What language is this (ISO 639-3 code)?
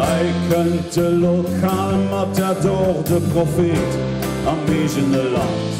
ltz